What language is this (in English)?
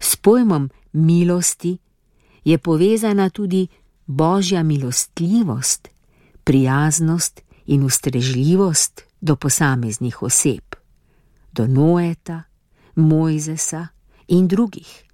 Slovenian